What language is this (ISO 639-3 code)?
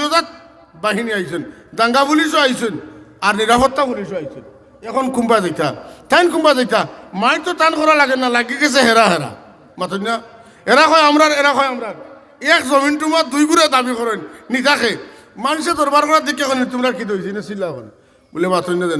syl